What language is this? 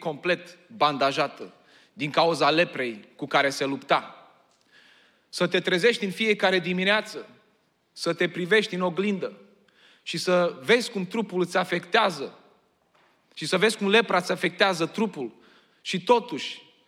Romanian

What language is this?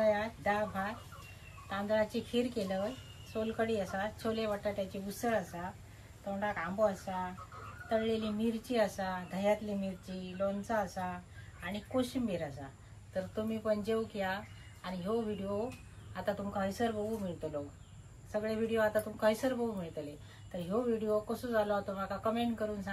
Konkani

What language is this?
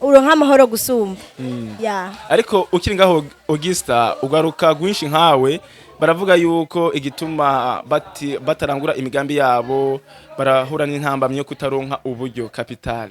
Rundi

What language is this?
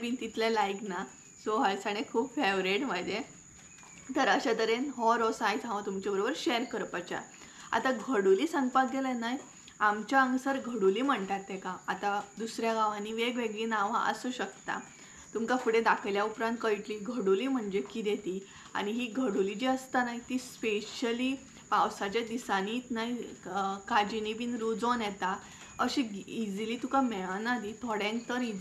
Konkani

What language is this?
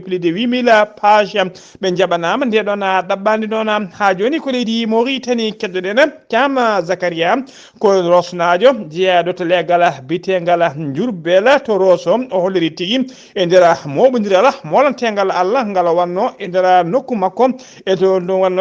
Fula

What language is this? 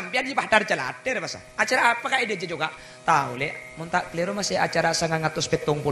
Madurese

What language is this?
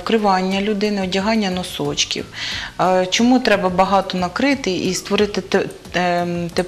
Ukrainian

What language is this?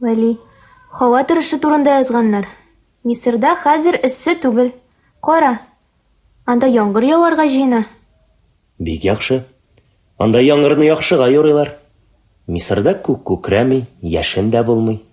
Tatar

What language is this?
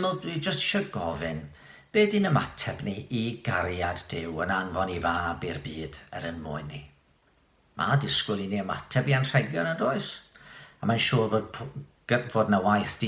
Welsh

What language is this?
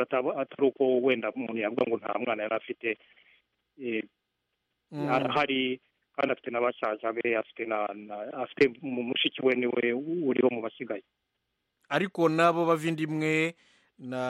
Kinyarwanda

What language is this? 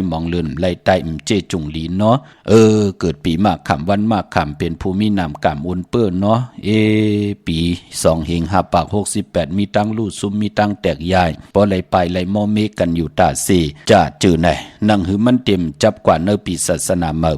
Shan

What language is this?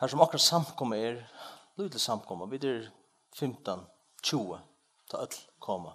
Faroese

